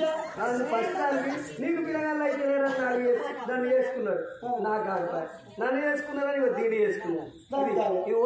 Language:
Telugu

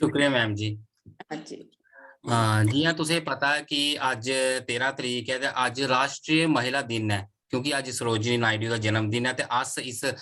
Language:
Dogri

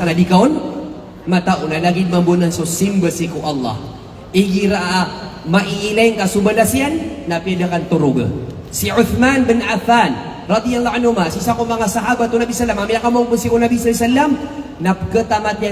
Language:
Maranao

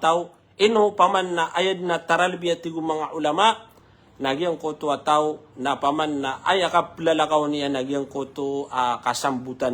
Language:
Maranao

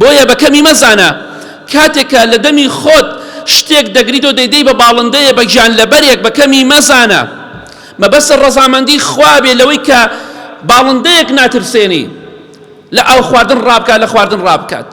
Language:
Central Kurdish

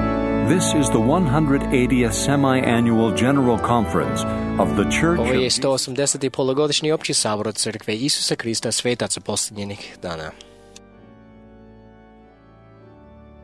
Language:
Croatian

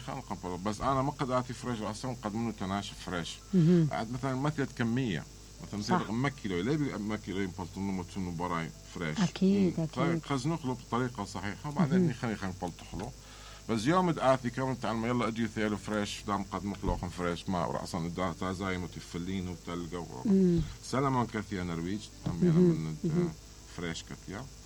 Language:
Mesopotamian Arabic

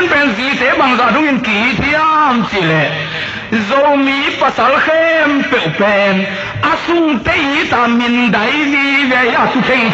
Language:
Tedim Chin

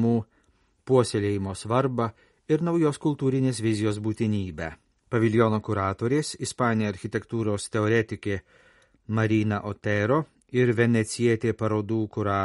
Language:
Lithuanian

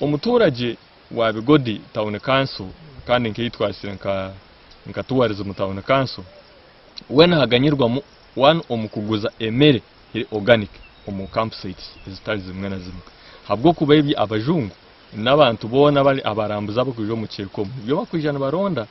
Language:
Nyankole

